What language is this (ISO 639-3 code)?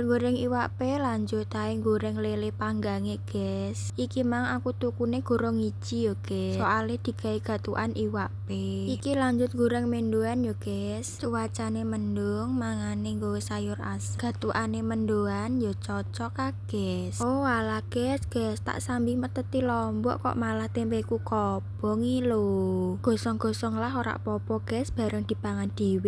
jav